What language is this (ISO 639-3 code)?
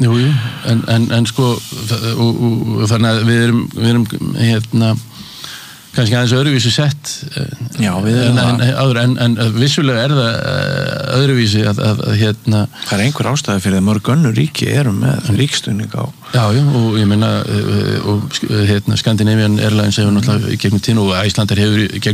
isl